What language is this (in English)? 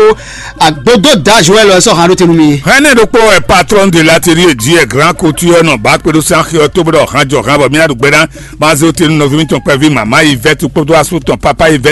Fon